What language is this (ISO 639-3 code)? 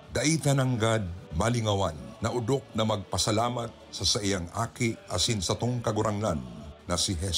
bik